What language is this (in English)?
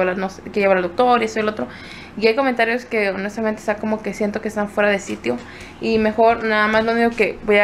Spanish